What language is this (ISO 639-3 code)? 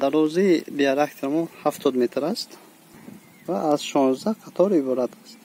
tgk